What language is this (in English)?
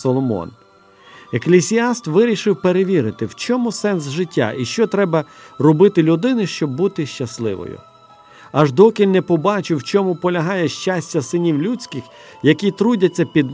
Ukrainian